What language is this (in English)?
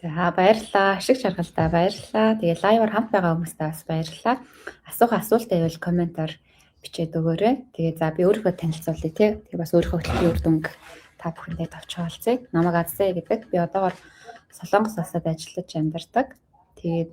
Mongolian